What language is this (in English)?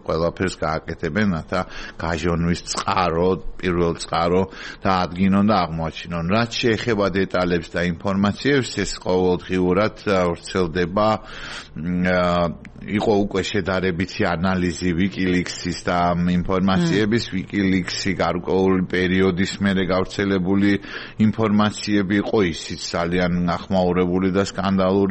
Georgian